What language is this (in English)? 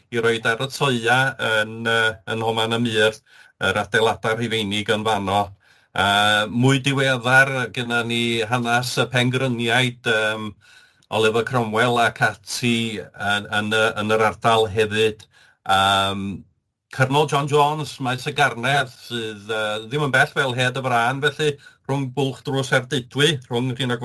Welsh